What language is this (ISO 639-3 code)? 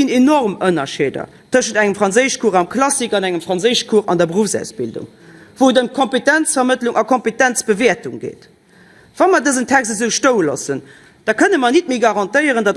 ltz